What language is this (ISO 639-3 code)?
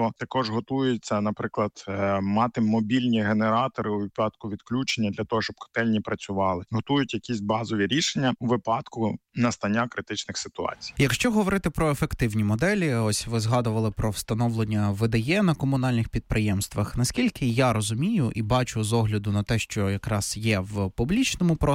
ukr